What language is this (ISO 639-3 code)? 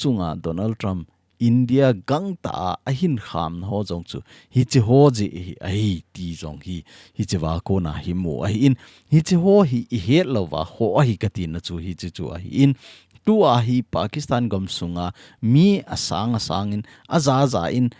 tcz